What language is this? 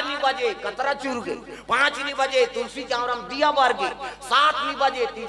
Chhattisgarhi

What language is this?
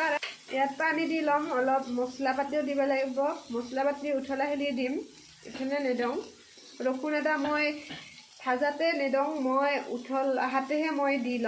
Assamese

